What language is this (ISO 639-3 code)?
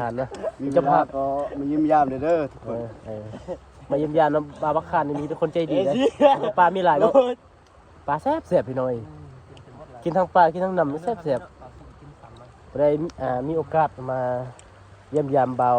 lao